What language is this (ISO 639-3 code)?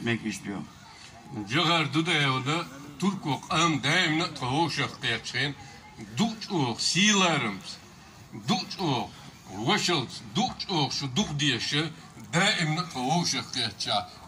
che